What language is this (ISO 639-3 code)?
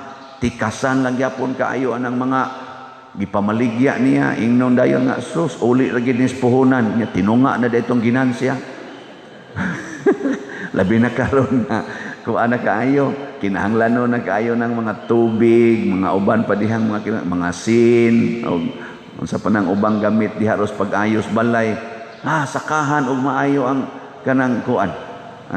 ceb